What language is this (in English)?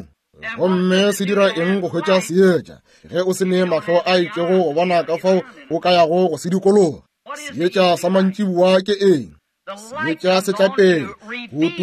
Northern Sotho